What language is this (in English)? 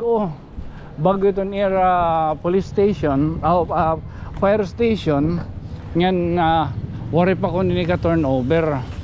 Waray